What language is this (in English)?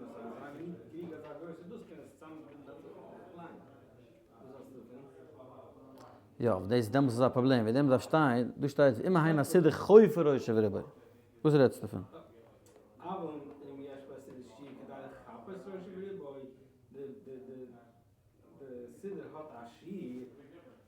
Yiddish